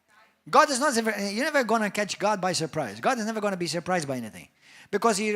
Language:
English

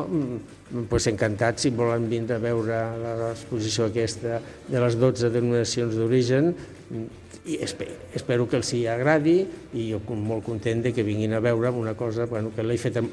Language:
Catalan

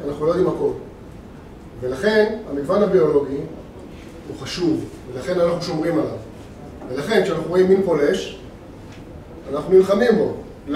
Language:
Hebrew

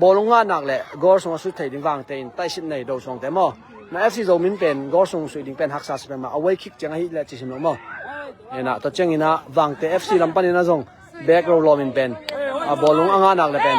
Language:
Tedim Chin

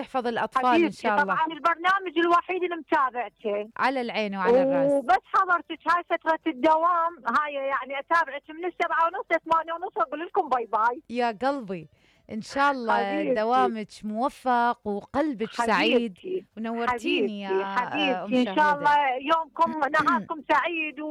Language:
Mesopotamian Arabic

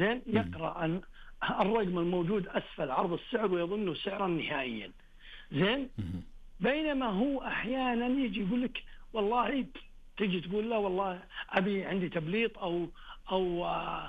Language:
Najdi Arabic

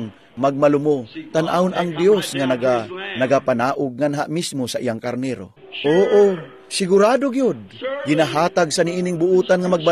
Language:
Cebuano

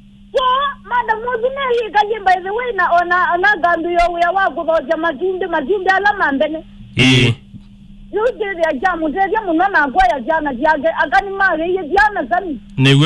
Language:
Kamba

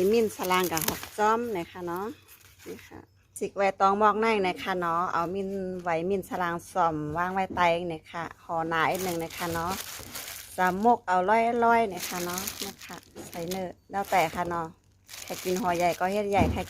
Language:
Shan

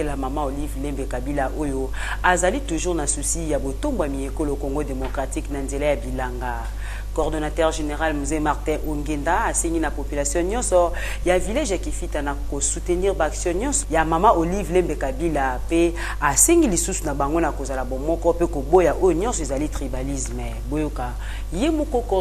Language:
Lingala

